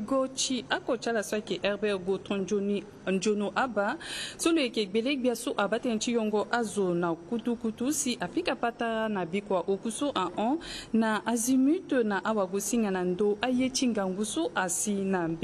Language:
Sango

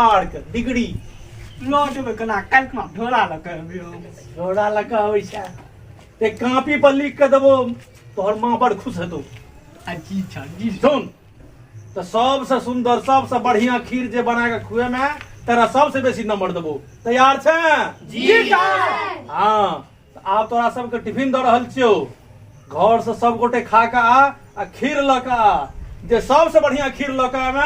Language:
Maithili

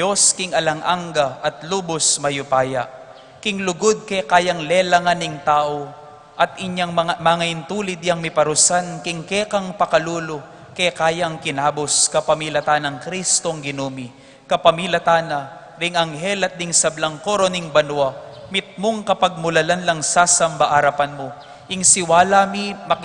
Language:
Pampanga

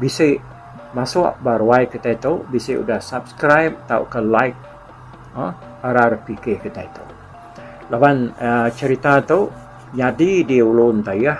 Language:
Iban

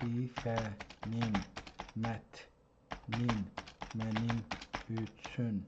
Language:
South Azerbaijani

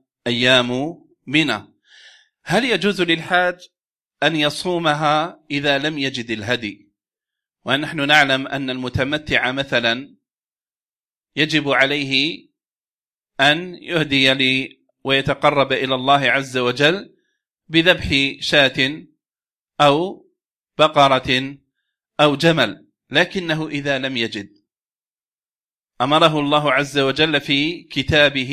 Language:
Arabic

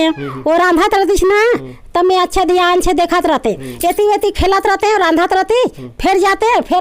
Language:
Chhattisgarhi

